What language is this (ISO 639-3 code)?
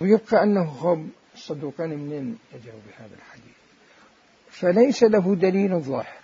acm